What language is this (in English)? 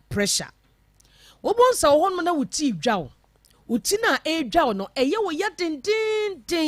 Akan